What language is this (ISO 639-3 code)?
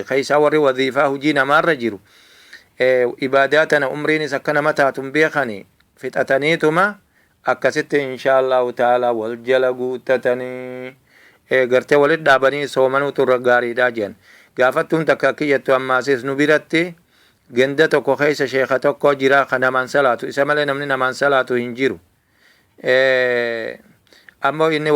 orm